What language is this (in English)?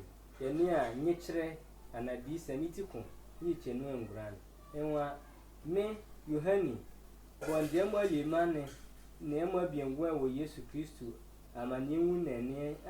Sehwi